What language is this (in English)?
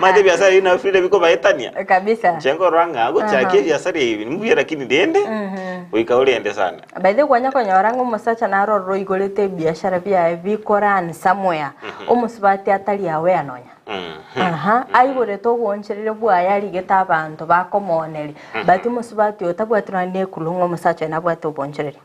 Gusii